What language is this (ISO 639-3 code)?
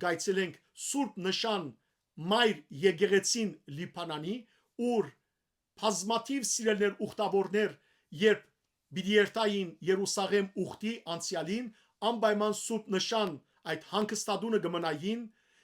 hyw